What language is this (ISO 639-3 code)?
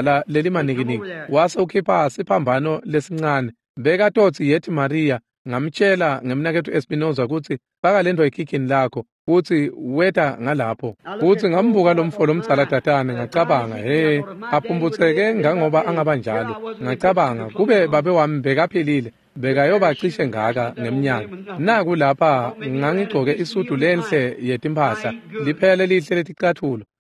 ssw